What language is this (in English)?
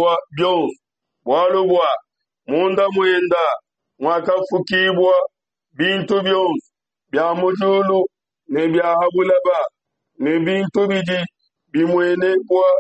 Luba-Lulua